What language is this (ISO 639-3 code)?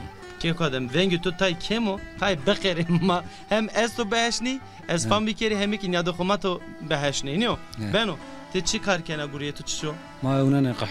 zza